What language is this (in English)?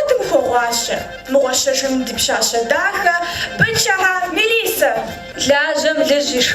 Kabardian